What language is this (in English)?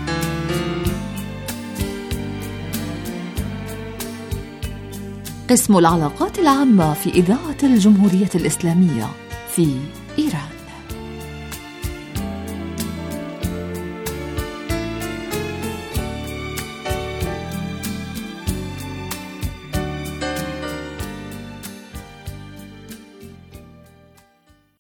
Arabic